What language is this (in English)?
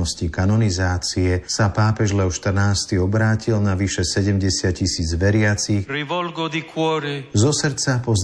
Slovak